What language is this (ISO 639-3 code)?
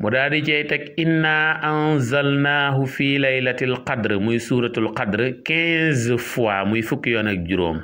wol